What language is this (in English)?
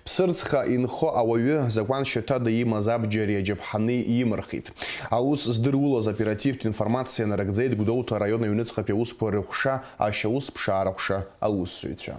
Abkhazian